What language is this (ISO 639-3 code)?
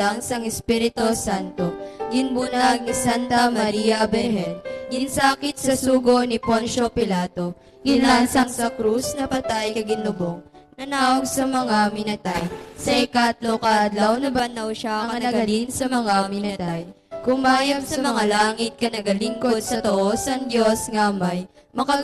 hil